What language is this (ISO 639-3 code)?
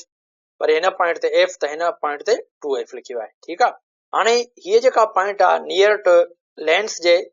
snd